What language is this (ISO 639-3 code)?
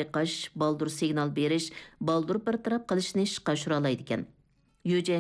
uig